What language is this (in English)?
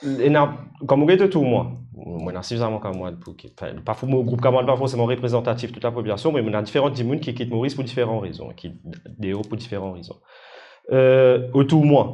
Morisyen